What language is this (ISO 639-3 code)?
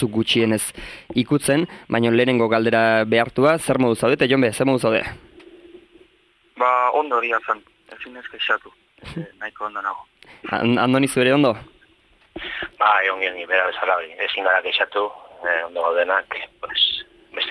eus